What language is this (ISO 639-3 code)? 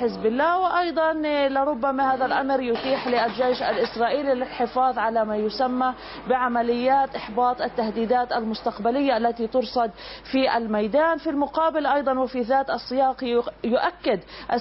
ara